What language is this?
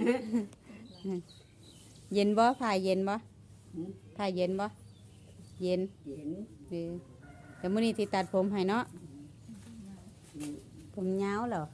Lao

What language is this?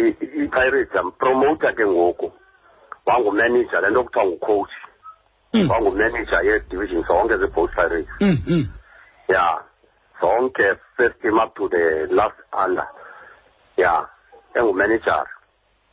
Xhosa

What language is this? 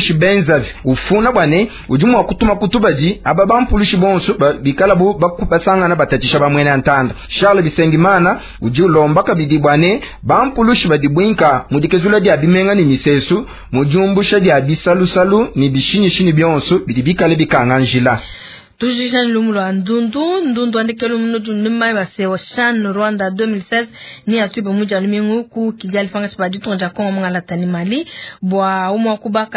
Luba-Lulua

